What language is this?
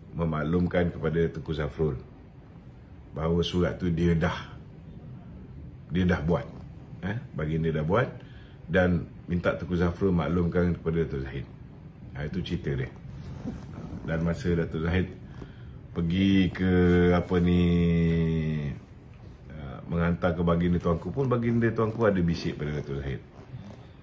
Malay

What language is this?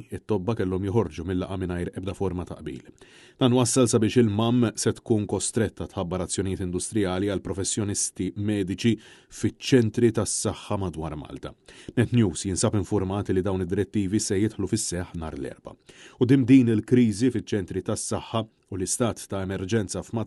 Maltese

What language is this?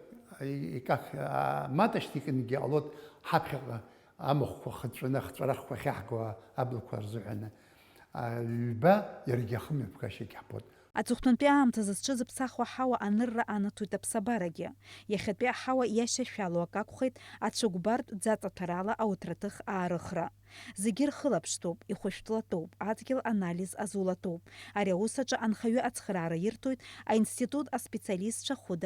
Abkhazian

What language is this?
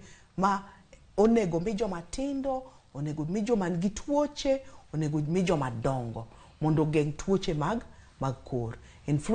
Luo (Kenya and Tanzania)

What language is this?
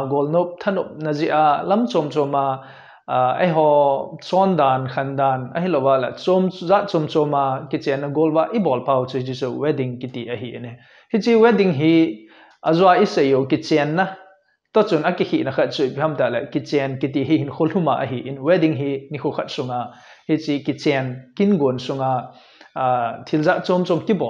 Thado Chin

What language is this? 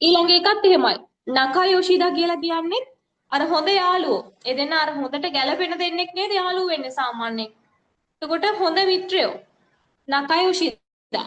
Sinhala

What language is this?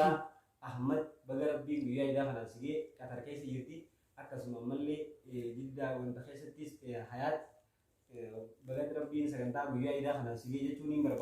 Oromo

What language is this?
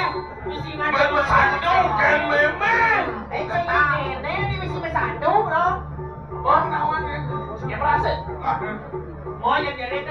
Balinese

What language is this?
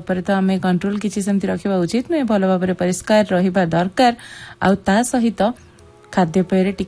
Odia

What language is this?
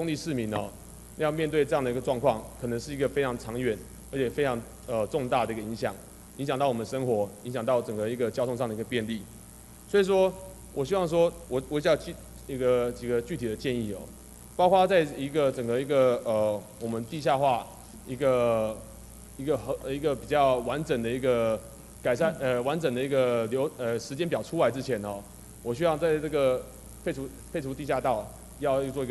Chinese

